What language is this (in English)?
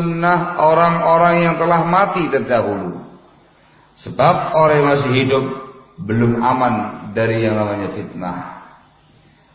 Indonesian